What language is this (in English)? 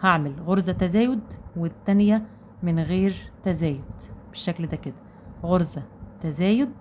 Egyptian Arabic